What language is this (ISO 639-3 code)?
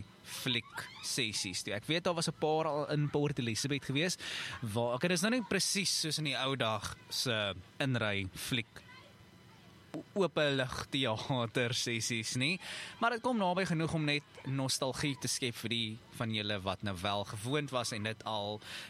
afr